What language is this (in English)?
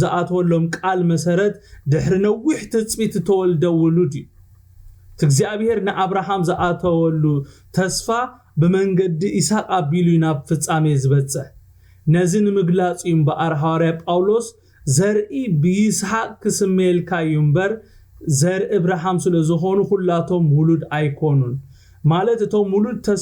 Tigrinya